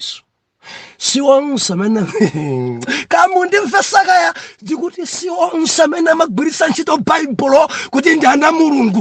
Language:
Nyanja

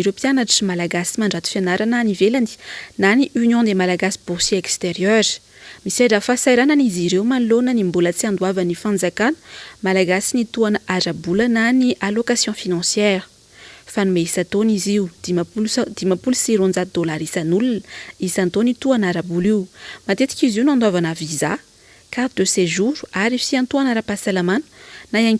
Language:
Malagasy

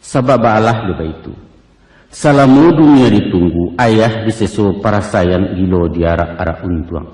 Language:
Minangkabau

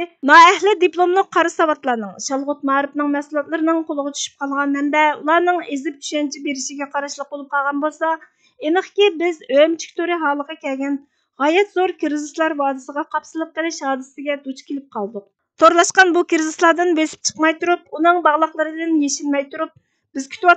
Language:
Uyghur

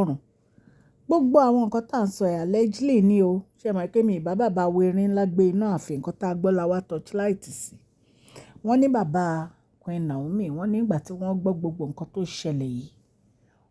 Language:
Yoruba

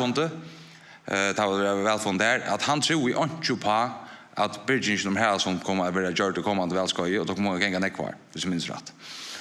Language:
Faroese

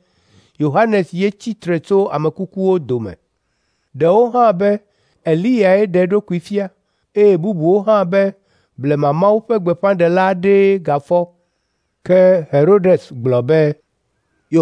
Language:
Ewe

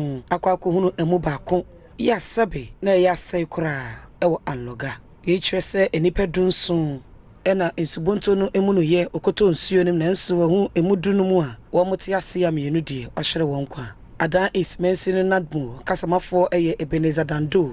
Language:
Akan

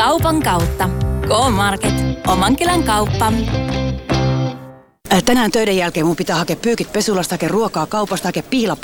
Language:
Finnish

